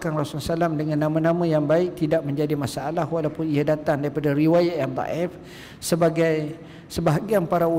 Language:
Malay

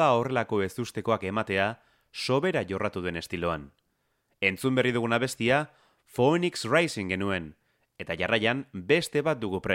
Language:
Basque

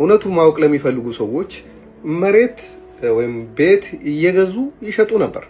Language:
Amharic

